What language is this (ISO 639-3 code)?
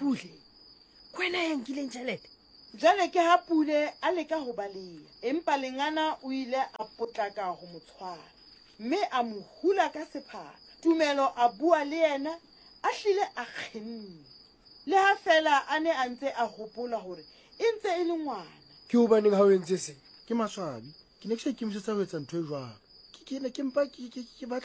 sot